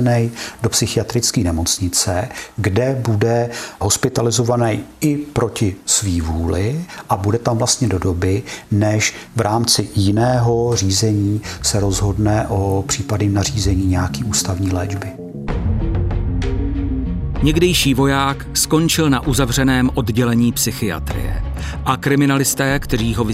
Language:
Czech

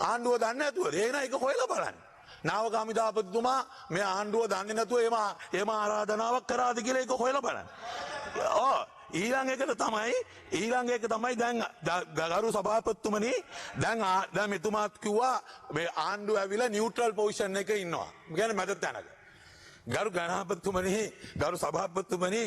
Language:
Sinhala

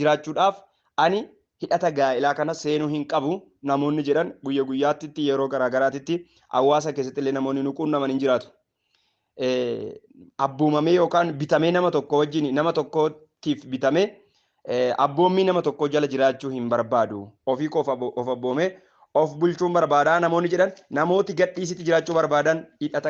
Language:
Oromo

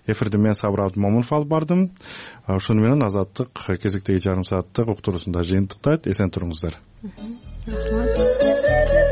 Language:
Kyrgyz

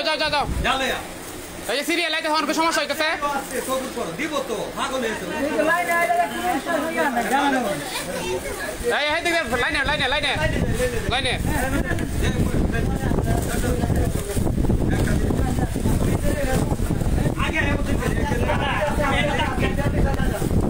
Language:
Bangla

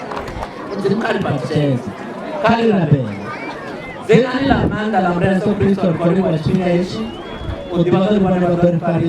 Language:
Venda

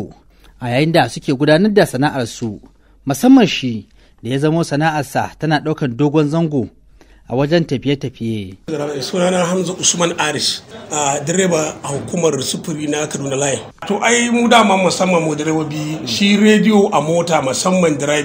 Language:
Hausa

